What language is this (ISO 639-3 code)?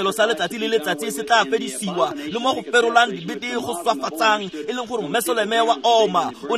tsn